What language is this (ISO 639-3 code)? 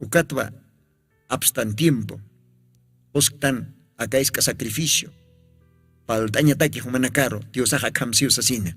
aym